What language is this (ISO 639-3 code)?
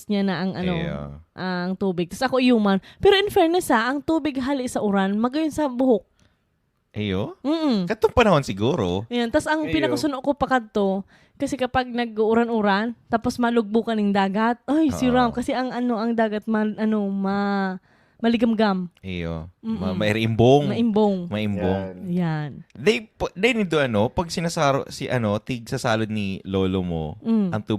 bik